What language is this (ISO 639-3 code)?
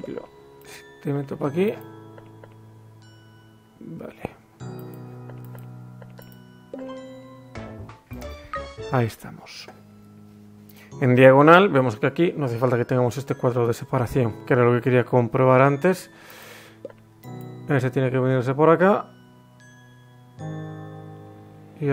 spa